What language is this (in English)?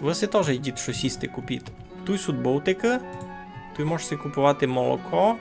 Rusyn